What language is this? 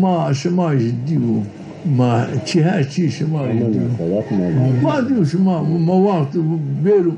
Zaza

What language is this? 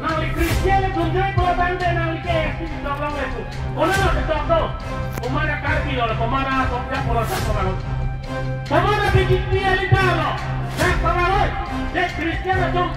Karbi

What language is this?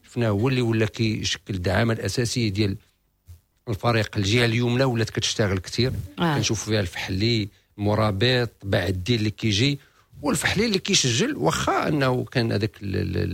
Moroccan Arabic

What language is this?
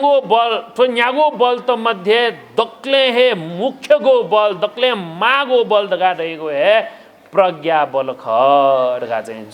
Newari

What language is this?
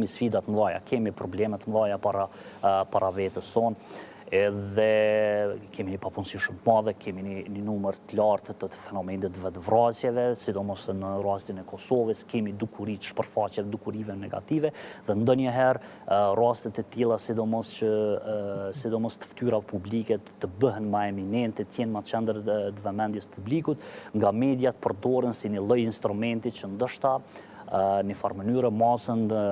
Albanian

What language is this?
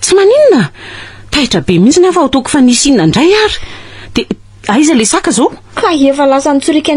Malagasy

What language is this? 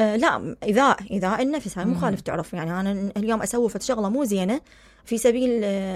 Mesopotamian Arabic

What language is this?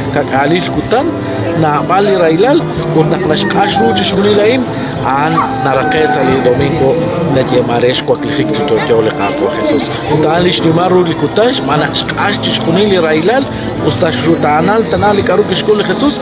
Kekchí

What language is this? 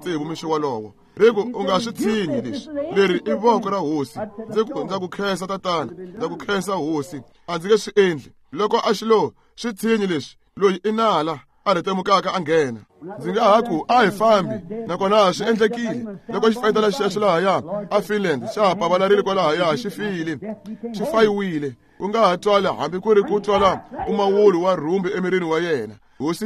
Tsonga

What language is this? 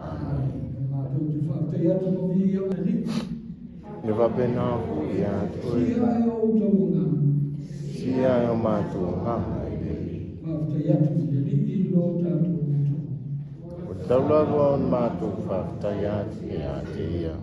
Samoan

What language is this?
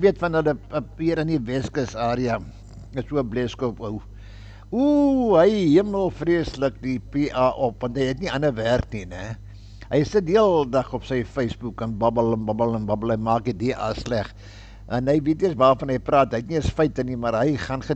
Afrikaans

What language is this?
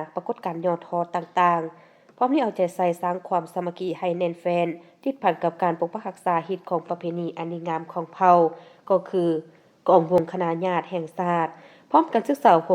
Lao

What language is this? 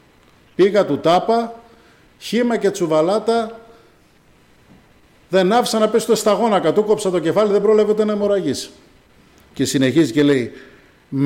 Greek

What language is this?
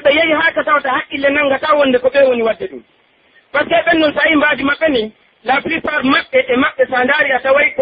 Pular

